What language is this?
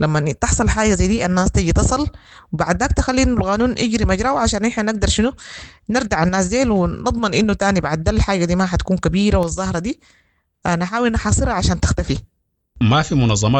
Sudanese Arabic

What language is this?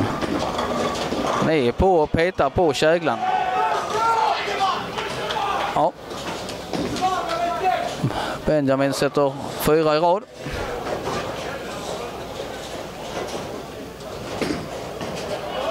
Swedish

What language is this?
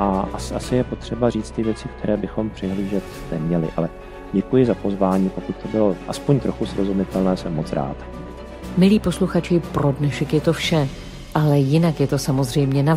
Czech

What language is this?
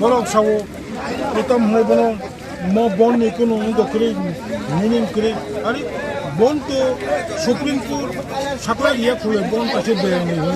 Kok Borok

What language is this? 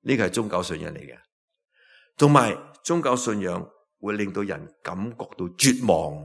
Cantonese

